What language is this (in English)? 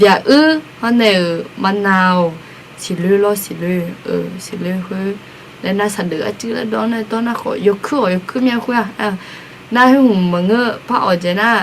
Akha